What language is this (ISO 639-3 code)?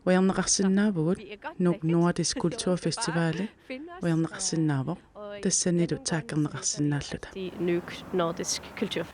kal